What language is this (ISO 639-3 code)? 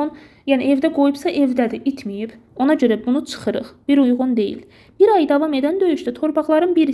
aze